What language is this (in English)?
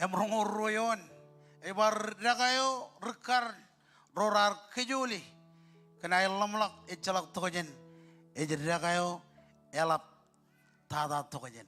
Marshallese